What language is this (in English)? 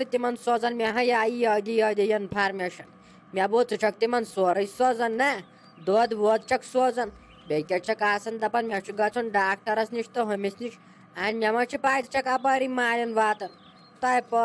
Kashmiri